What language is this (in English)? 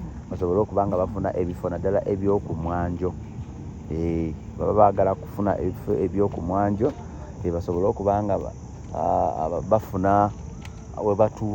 Ganda